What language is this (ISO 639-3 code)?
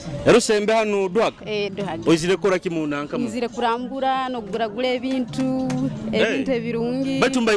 nyo